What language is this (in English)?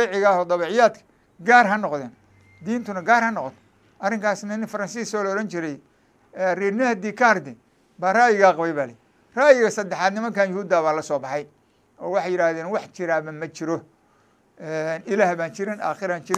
Somali